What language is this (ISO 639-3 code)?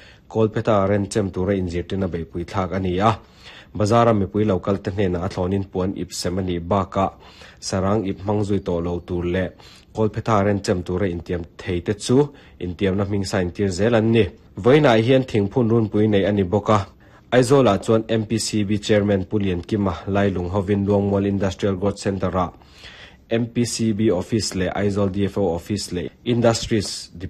lus